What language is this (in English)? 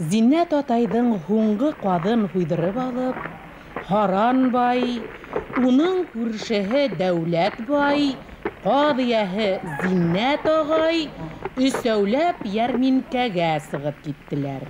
Bashkir